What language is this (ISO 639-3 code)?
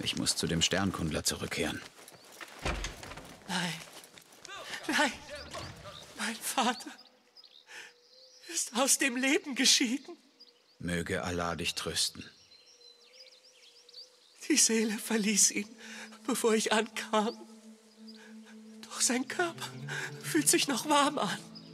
deu